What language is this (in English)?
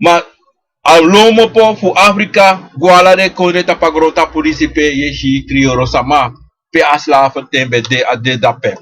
Sranan Tongo